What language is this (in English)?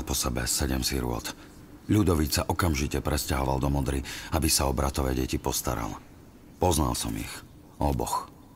Slovak